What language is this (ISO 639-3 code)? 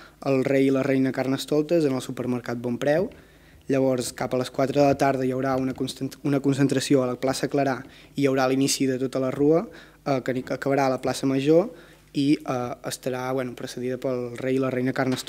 cat